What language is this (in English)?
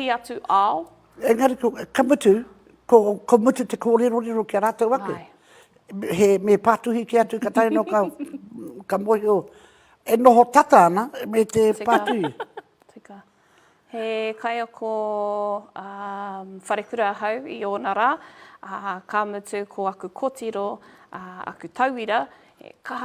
Māori